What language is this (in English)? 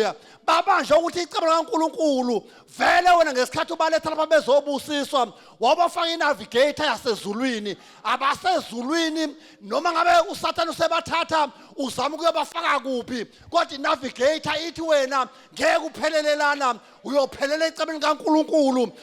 Zulu